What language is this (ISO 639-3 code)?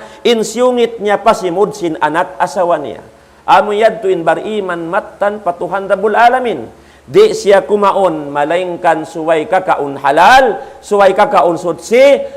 tsg